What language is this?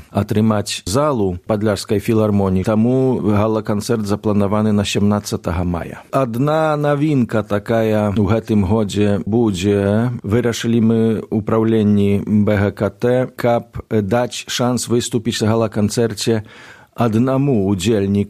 Belarusian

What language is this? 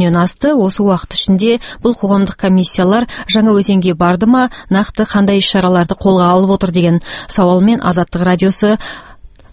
Kazakh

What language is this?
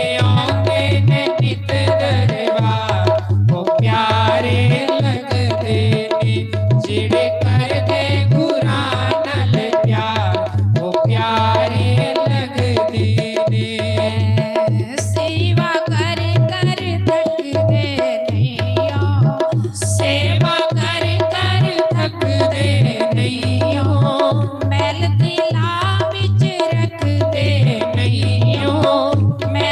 Dogri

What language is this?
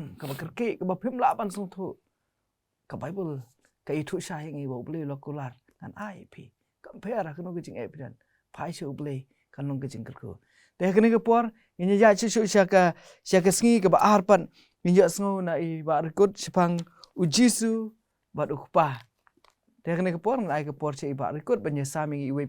Khasi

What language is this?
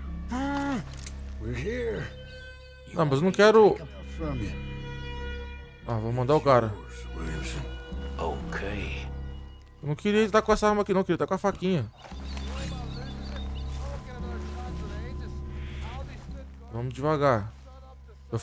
Portuguese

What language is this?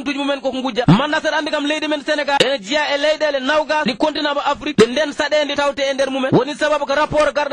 Fula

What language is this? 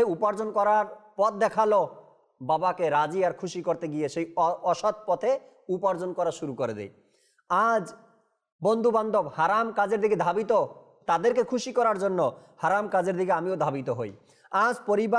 Bangla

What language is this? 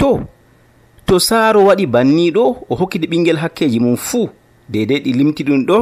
Nigerian Fulfulde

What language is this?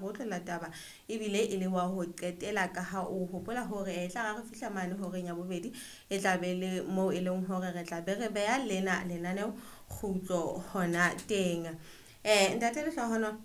Southern Sotho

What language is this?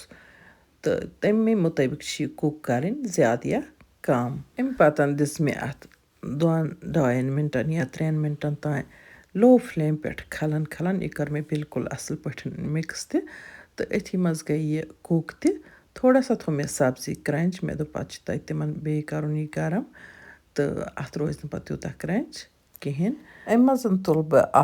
Kashmiri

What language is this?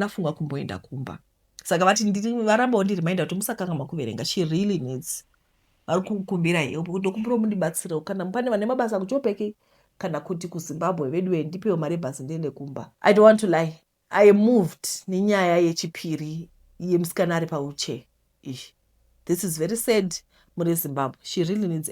Shona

